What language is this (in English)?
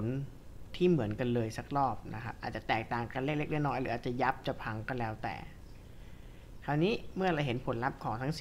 Thai